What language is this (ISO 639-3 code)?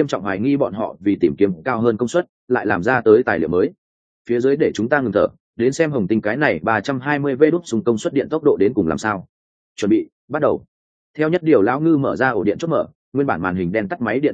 vie